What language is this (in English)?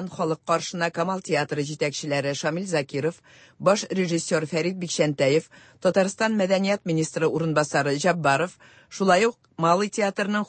Tatar